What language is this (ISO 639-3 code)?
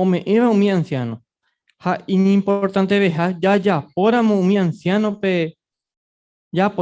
grn